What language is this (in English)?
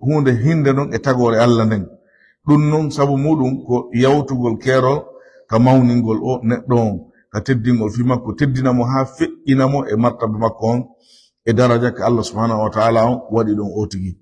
Fula